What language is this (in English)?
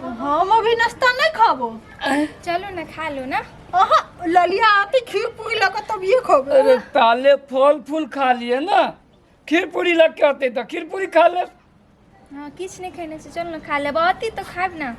Maithili